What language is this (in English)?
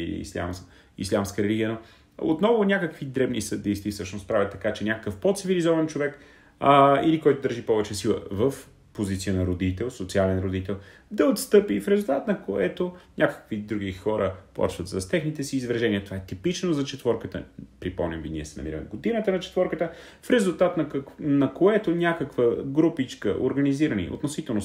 Bulgarian